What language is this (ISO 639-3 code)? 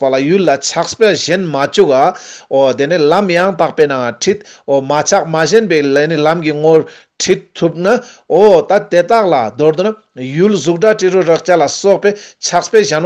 lbj